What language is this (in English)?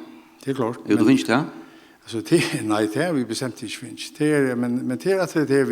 Faroese